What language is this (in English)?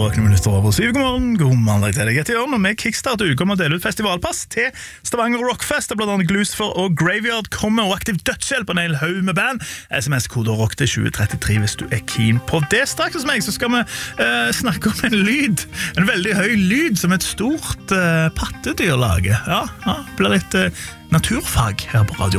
Norwegian